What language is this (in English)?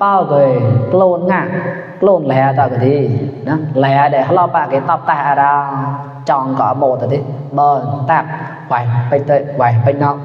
Mon